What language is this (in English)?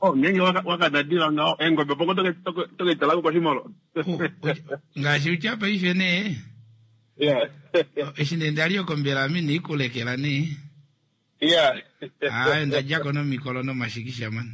Kuanyama